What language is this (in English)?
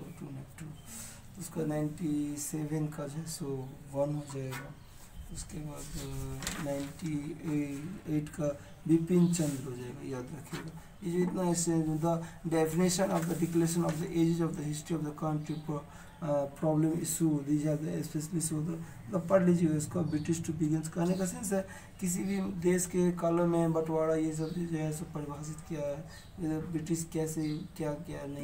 Hindi